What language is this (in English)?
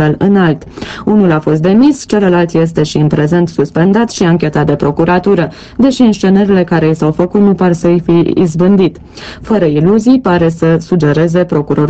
Romanian